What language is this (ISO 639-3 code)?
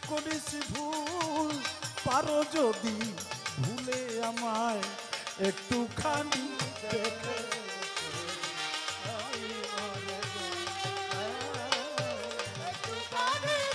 ben